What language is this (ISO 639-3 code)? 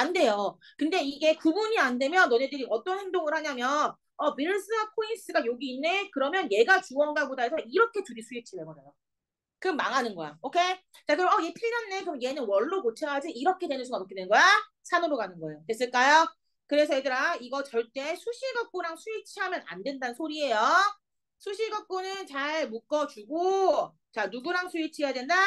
kor